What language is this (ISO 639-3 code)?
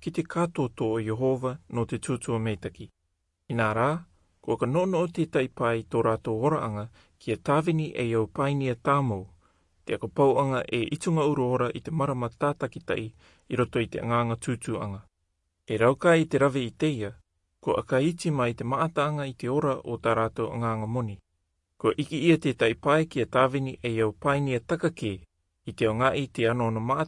rar